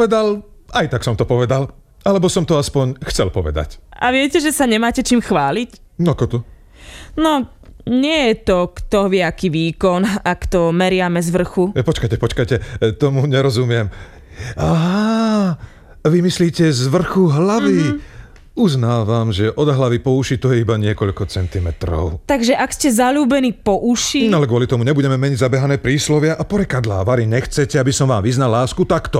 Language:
Slovak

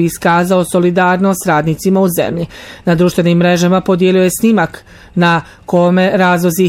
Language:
Bosnian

